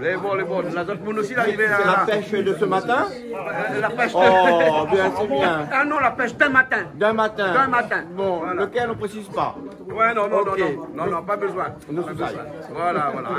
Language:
Réunion Creole French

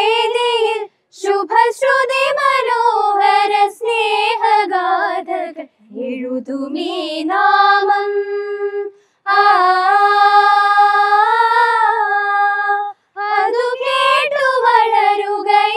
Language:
Malayalam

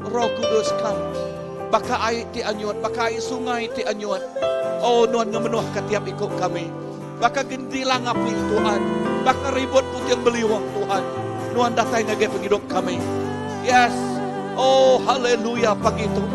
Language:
Iban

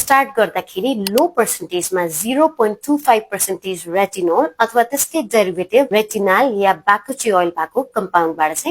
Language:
Nepali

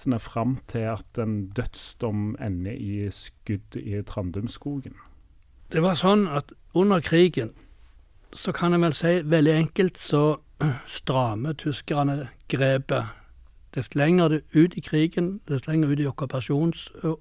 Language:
Norwegian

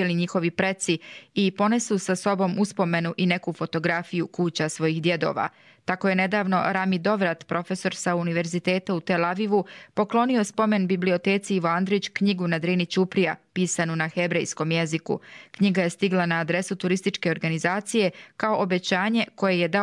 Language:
Bosnian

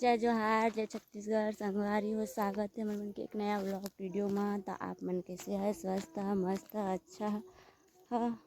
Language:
Chhattisgarhi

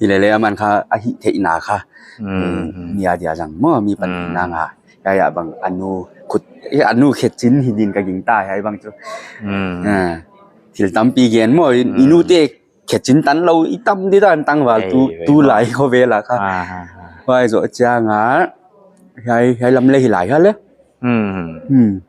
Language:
Paite Chin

